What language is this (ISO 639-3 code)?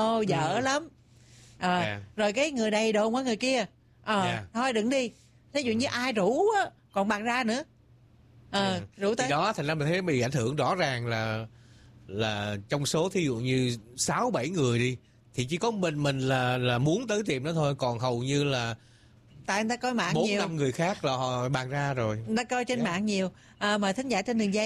vie